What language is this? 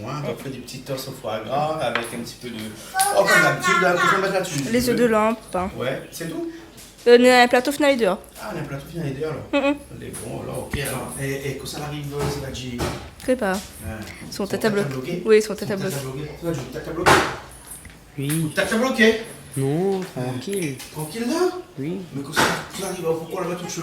Réunion Creole French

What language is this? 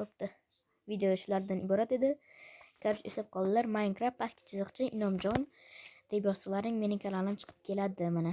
Uzbek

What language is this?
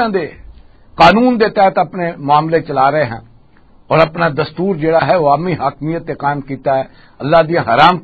Western Panjabi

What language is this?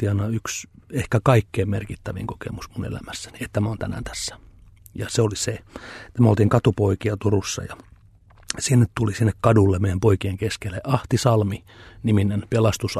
Finnish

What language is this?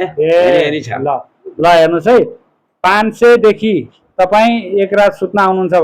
Nepali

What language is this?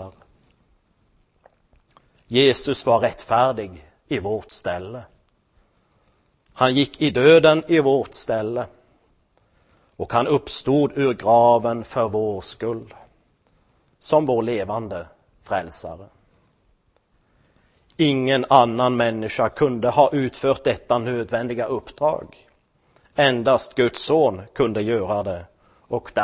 Swedish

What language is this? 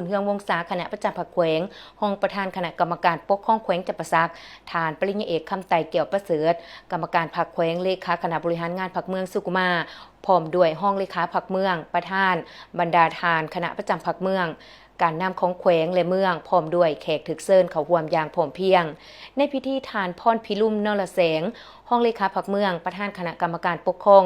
Lao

